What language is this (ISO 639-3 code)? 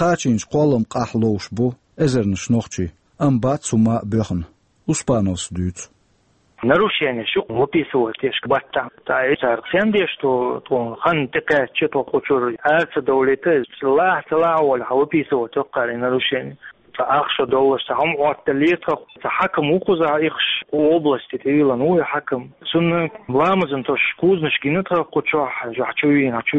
che